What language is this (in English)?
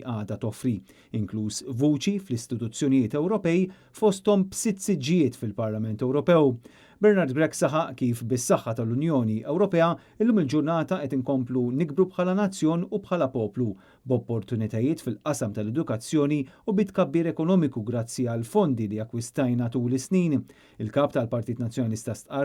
Maltese